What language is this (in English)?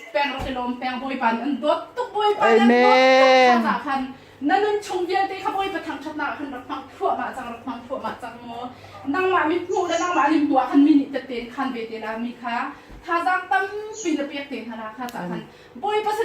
Hakha Chin